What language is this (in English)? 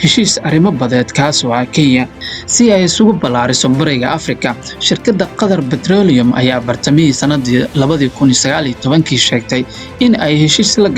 Somali